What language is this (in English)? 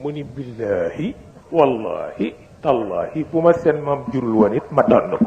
Wolof